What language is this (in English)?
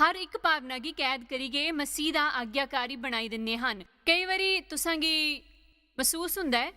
Dogri